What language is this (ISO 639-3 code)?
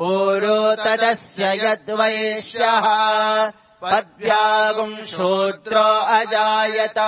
san